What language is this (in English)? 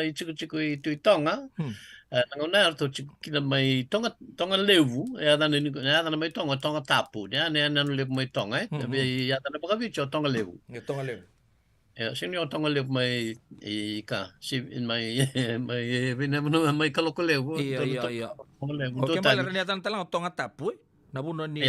Fijian